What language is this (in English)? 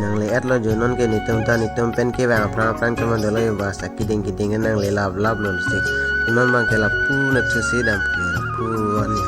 Karbi